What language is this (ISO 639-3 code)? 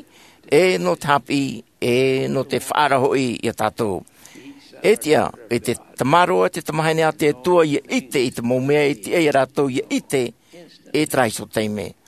tah